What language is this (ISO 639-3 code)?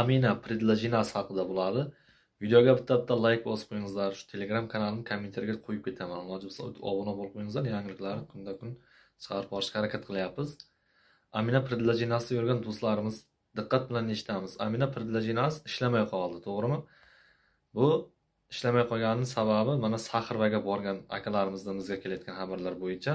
uzb